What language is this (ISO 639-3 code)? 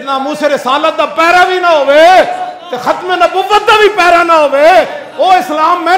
lah